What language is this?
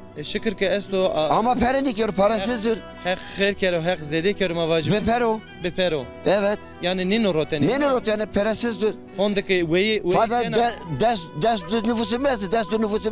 Zaza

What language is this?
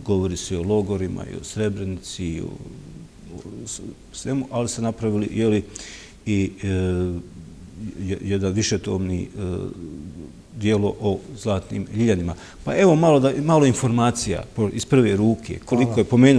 Bosnian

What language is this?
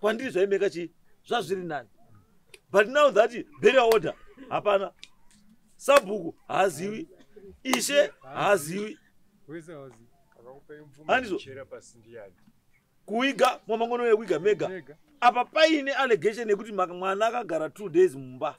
Shona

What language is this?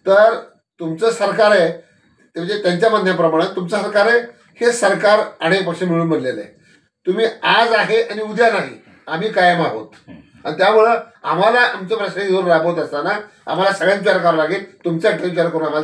Marathi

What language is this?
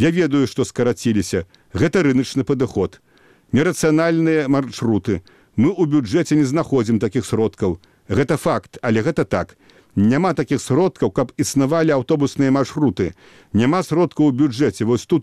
Belarusian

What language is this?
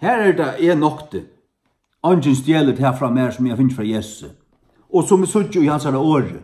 Faroese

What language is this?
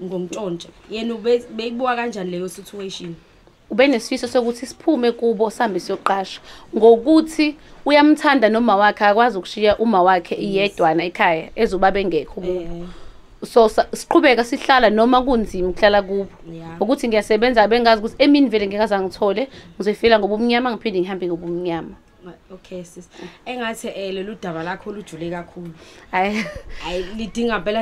Zulu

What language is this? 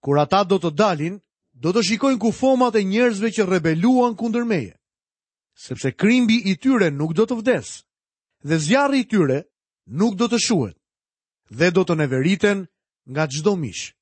Albanian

